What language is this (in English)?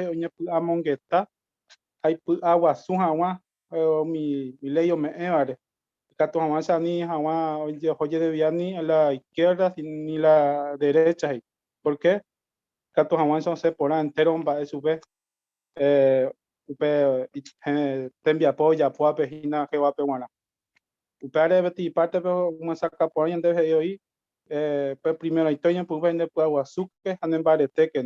Guarani